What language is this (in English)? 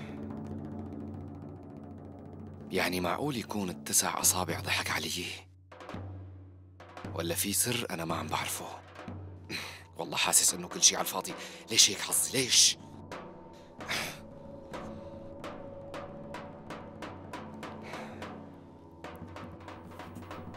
North Levantine Arabic